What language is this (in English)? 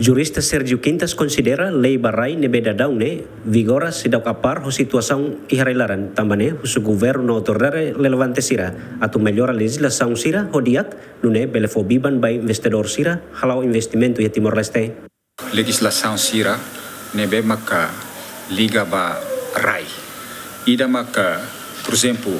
Tetum